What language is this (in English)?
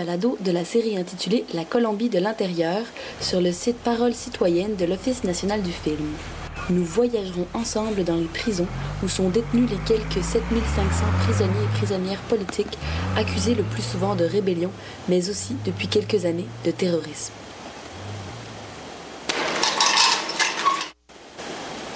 French